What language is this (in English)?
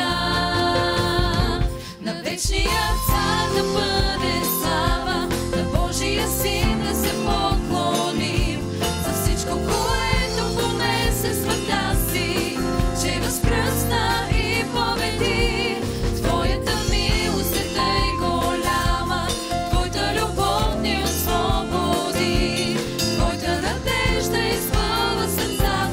Bulgarian